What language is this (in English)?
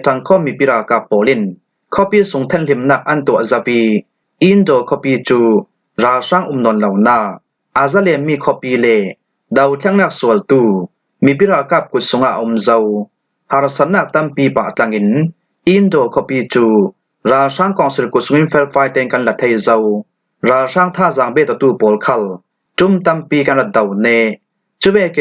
Falam Chin